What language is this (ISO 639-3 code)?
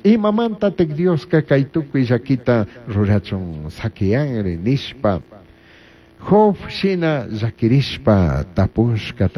qug